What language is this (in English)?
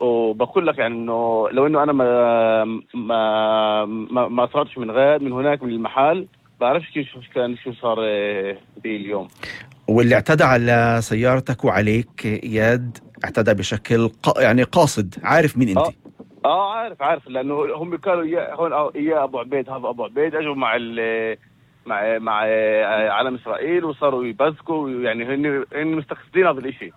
North Levantine Arabic